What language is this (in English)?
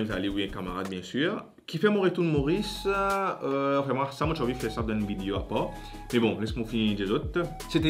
Morisyen